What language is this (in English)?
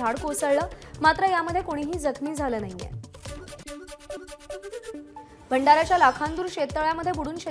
Marathi